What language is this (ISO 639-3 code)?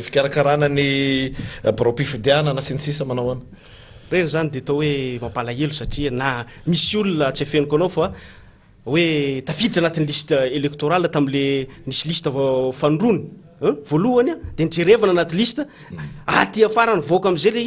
mlg